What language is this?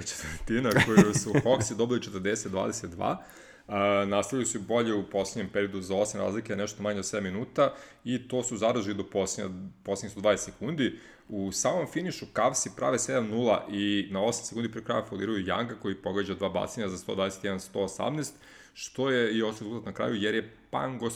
Serbian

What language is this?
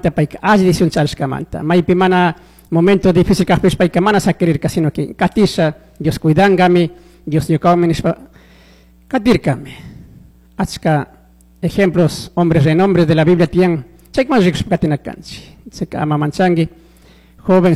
Chimborazo Highland Quichua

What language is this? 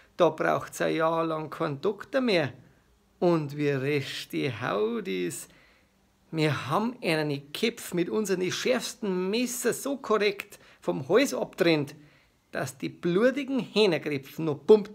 Bavarian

